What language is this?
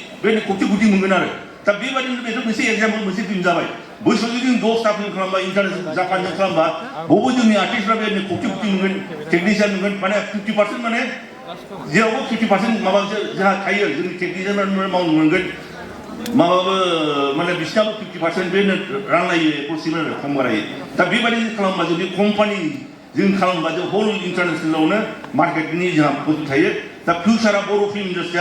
Bodo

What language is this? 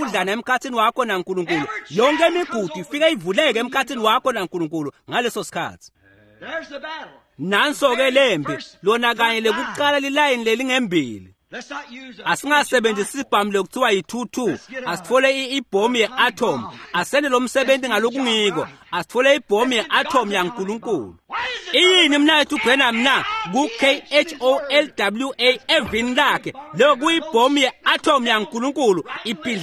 Swati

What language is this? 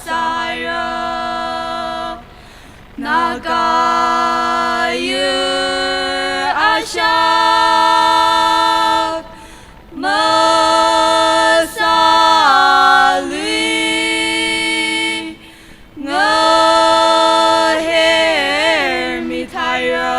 Tangkhul Naga (India)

